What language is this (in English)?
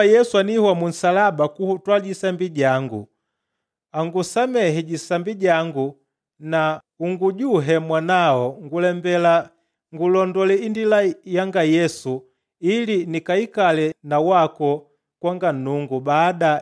Makonde